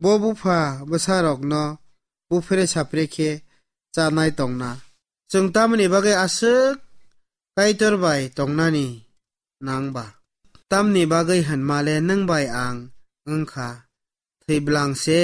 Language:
Kok Borok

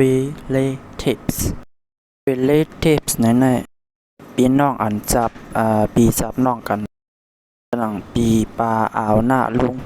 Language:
Shan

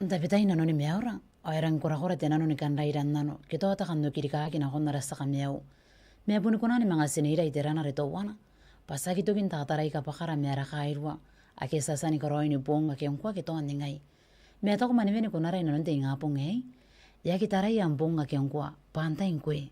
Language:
Gilbertese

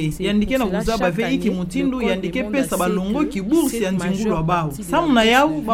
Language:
Kituba (Democratic Republic of Congo)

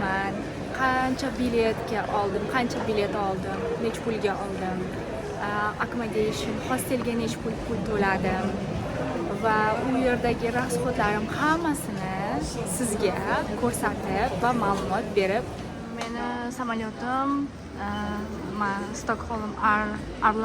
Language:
Uzbek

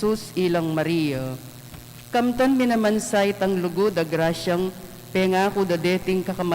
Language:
Pampanga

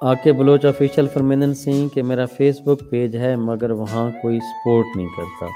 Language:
Saraiki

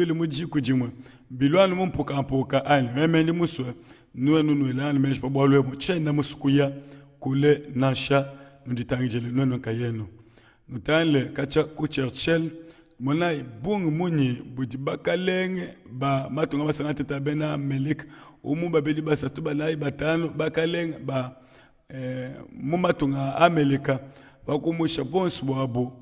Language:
Luba-Lulua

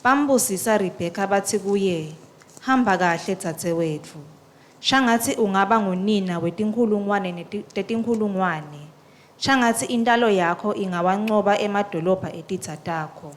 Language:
Swati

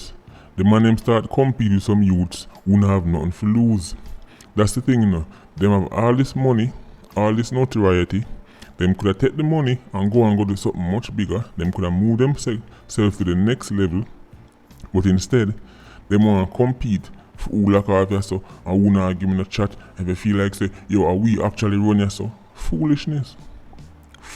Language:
Jamaican Creole English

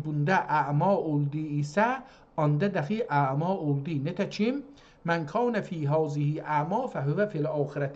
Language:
South Azerbaijani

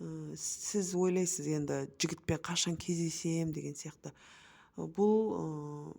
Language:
Kazakh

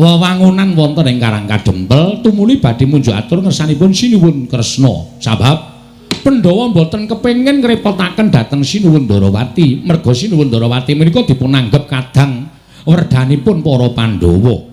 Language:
Javanese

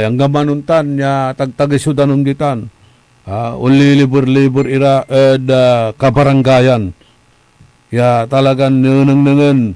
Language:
Pangasinan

